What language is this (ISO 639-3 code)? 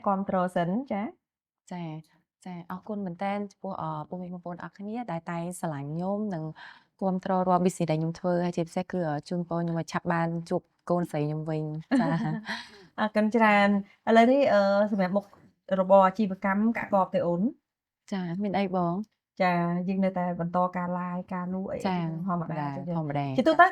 khm